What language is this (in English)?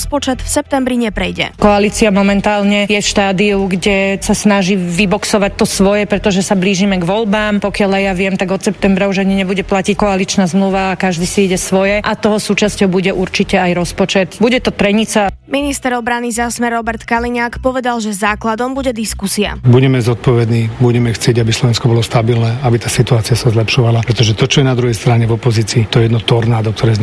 Slovak